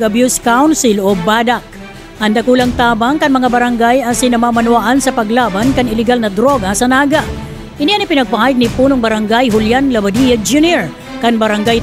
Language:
Bikol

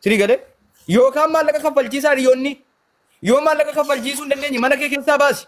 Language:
Oromo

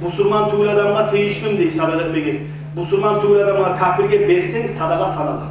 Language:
Kumyk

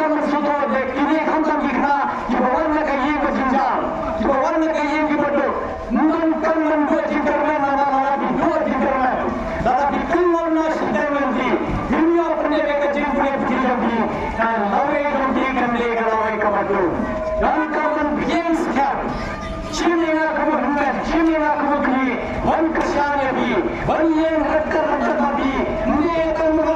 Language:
Khasi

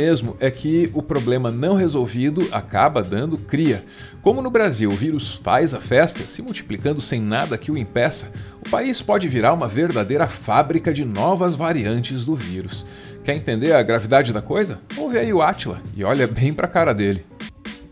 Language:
Portuguese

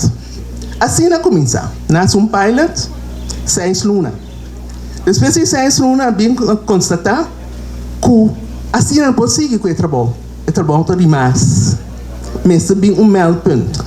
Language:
Papiamento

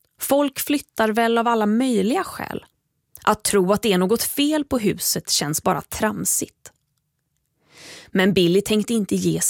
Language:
Swedish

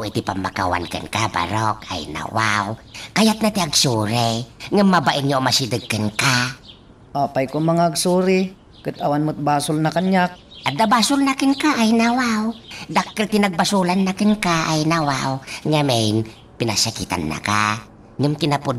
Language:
Iloko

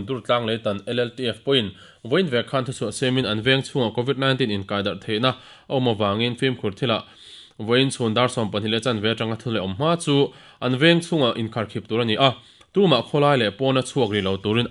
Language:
Mizo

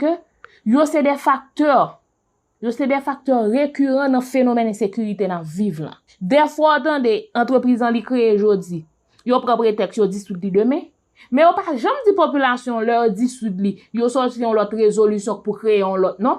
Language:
Haitian Creole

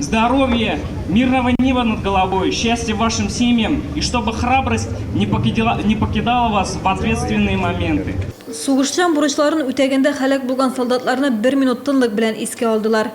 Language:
Tatar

